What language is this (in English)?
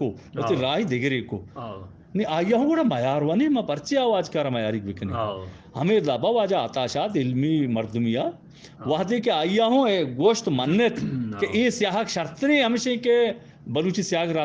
Eastern Balochi